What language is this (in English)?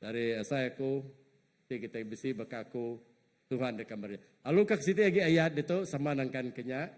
Iban